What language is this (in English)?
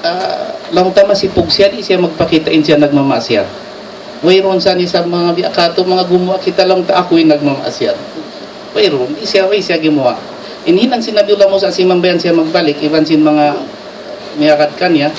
Tausug